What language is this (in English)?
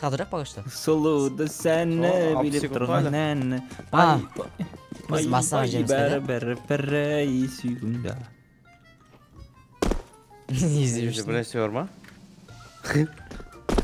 Kazakh